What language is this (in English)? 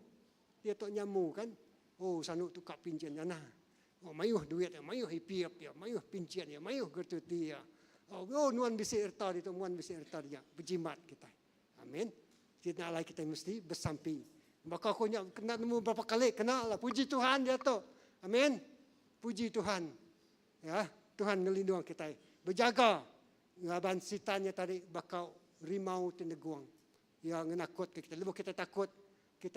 Iban